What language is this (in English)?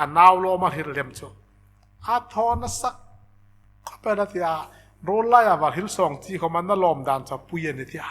Hmar